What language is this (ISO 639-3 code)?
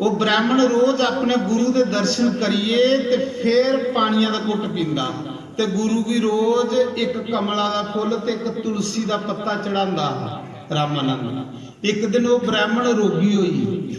doi